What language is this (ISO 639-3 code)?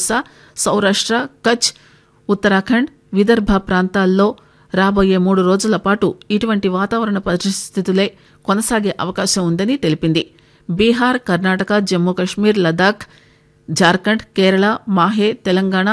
tel